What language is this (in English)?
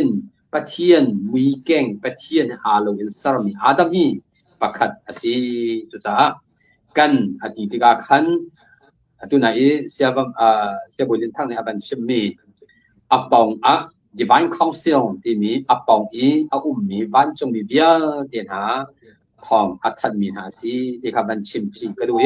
Hakha Chin